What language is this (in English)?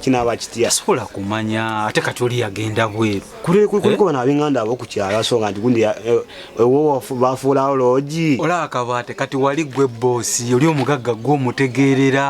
Ganda